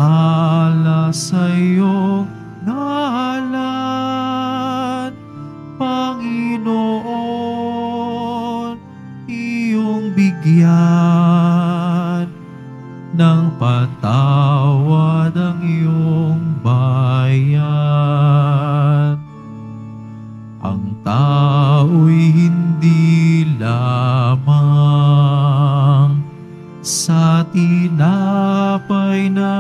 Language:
Filipino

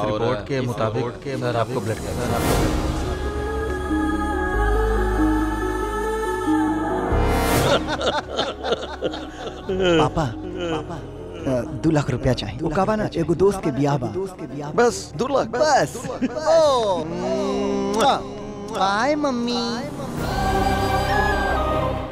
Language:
Bhojpuri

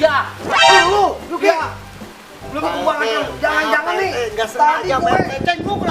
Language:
Betawi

